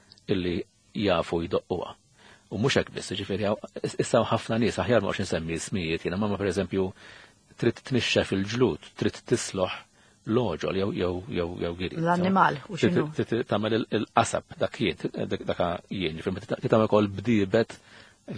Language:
Maltese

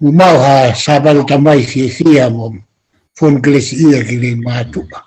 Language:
Tongan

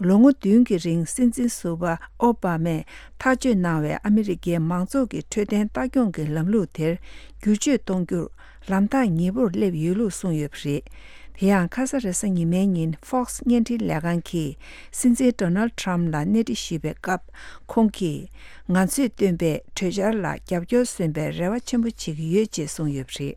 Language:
Tibetan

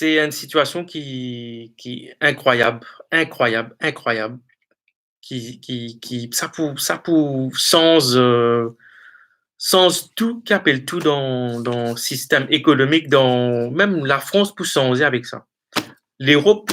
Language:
Morisyen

